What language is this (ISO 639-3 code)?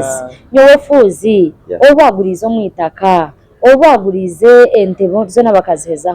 nyn